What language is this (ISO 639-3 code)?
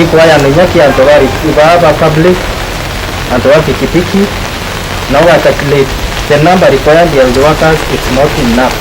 mer